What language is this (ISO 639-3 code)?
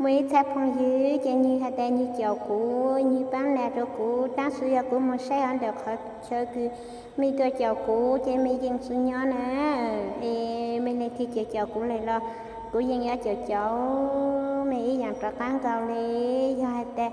hmn